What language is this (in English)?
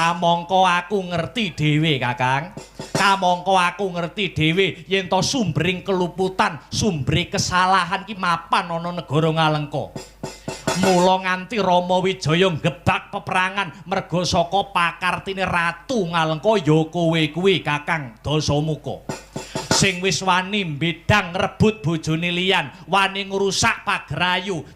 Javanese